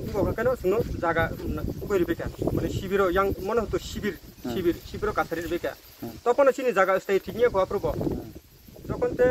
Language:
Kok Borok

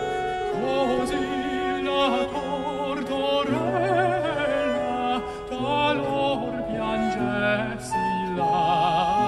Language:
Italian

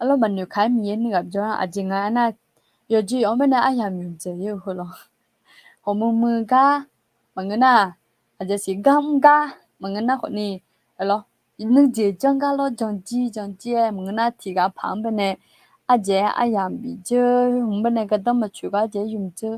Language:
Akha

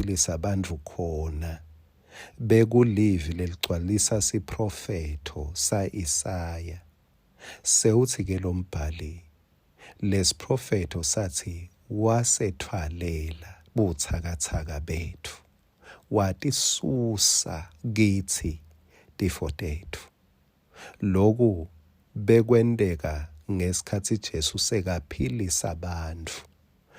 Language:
Swati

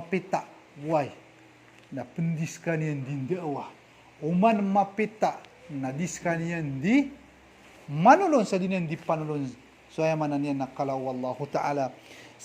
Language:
Maranao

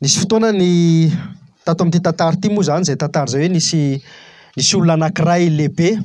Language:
Malagasy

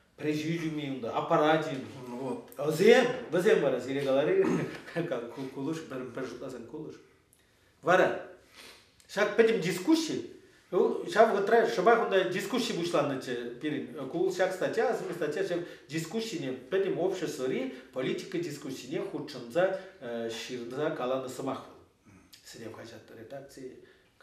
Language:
Chuvash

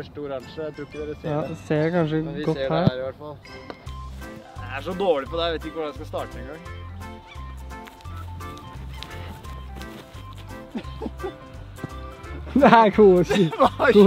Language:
Norwegian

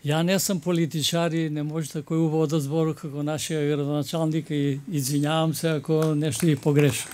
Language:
Macedonian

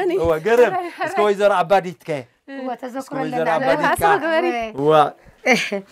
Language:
Tigrinya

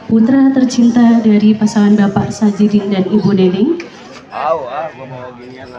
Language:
Betawi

